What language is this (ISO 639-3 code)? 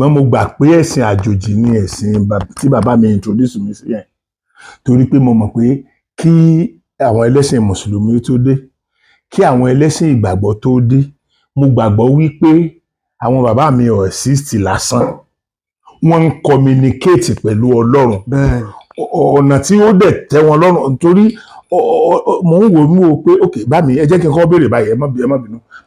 yor